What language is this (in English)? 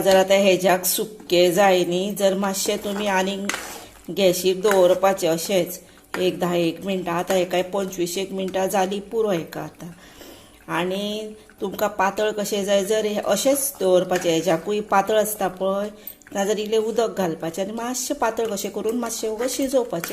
Konkani